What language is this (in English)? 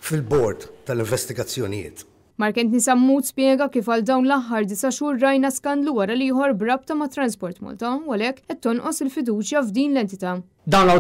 Maltese